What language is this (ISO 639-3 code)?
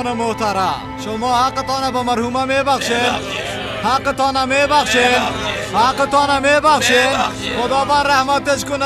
fas